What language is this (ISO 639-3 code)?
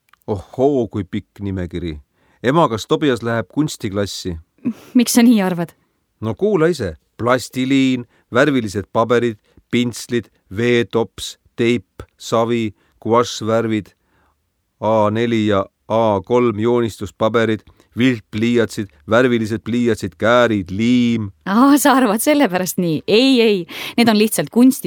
est